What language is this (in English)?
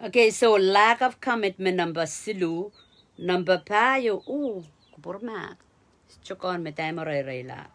Pohnpeian